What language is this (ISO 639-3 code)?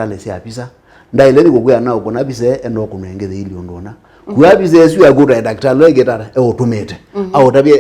kam